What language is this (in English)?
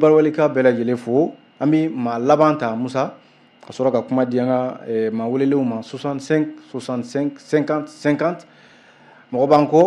Bambara